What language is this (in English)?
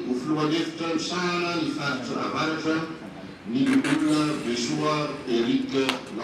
Malagasy